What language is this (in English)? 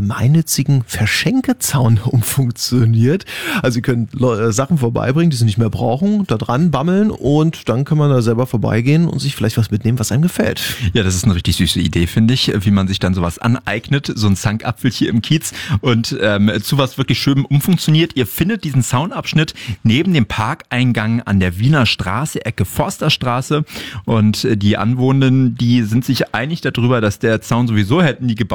German